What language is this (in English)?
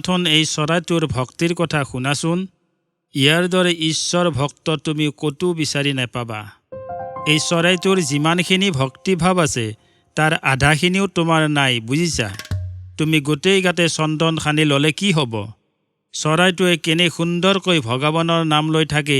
Assamese